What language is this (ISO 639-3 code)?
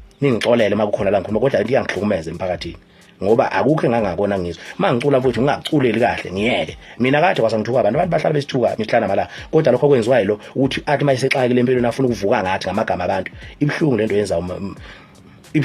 zul